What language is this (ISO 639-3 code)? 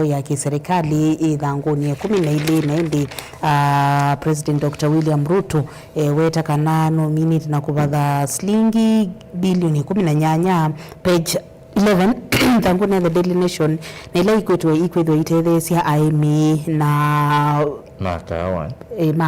kam